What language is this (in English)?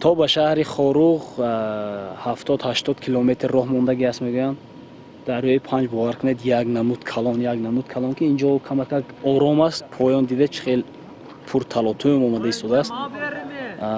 Tajik